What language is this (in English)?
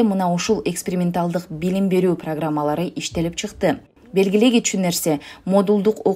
Kyrgyz